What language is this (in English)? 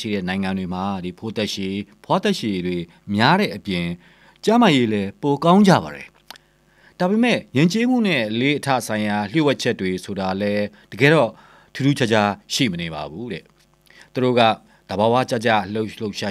Burmese